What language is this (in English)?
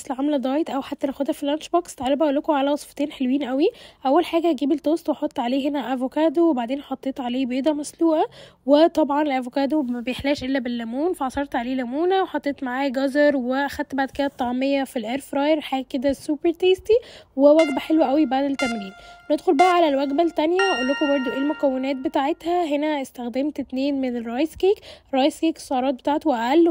Egyptian Arabic